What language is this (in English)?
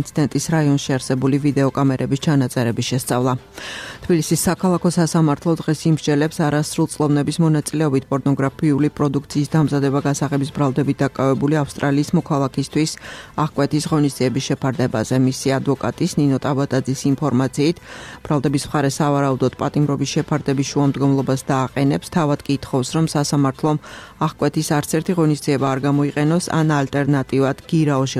Georgian